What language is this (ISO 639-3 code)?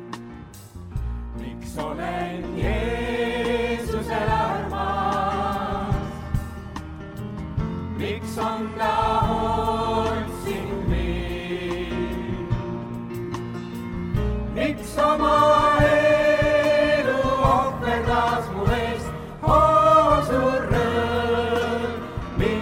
est